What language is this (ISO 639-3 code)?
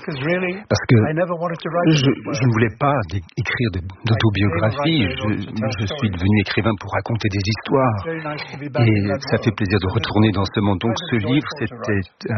fra